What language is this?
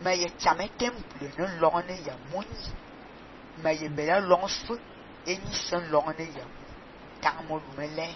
Fang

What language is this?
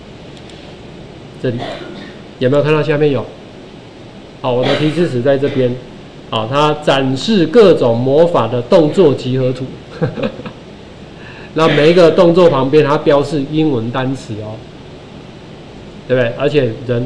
Chinese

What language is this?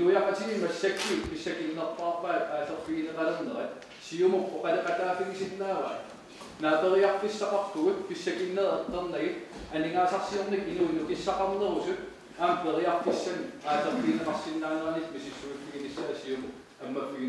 Kalaallisut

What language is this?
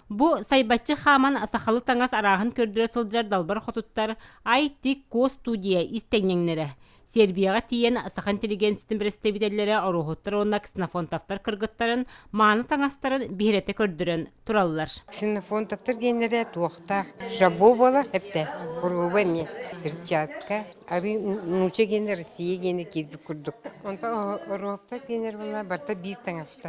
Yakut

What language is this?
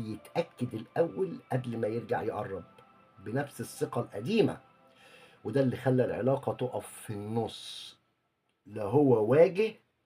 Egyptian Arabic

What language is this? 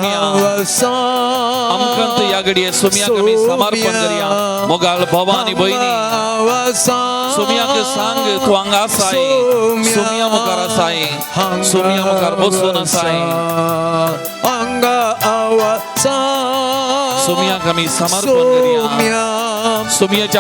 Konkani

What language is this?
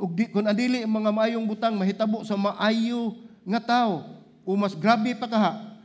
Cebuano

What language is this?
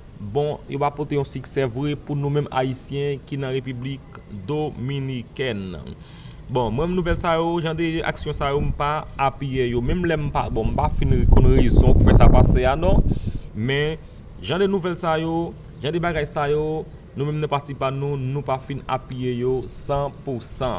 Haitian Creole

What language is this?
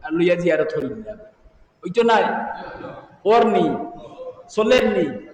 Sylheti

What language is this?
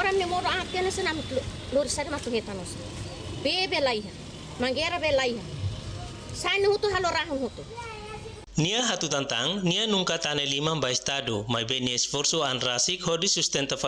Tetum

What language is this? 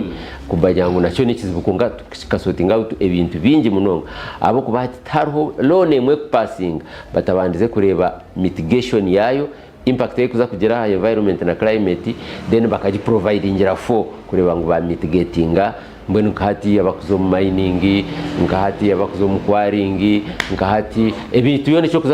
Nyankole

